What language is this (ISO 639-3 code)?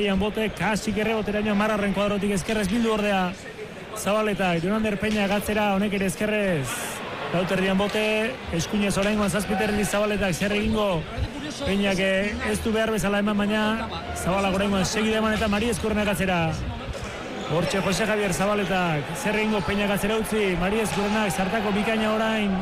eus